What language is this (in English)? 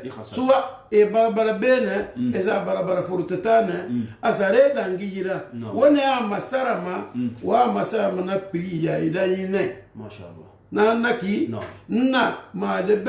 Susu